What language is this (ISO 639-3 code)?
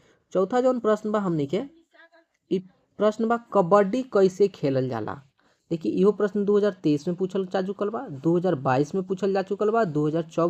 bho